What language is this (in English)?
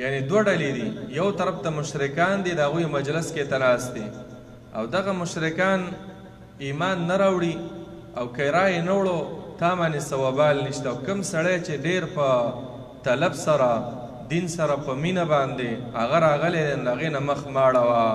Pashto